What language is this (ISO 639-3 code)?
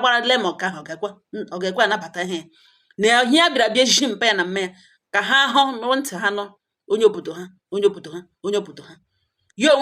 ibo